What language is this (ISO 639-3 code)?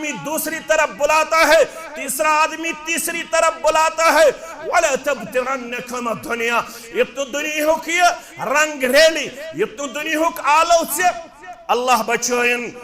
kas